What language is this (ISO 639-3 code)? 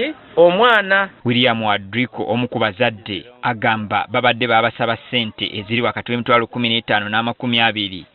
lug